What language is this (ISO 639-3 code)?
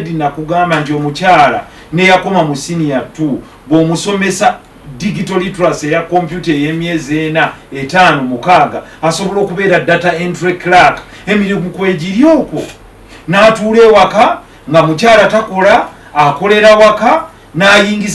lug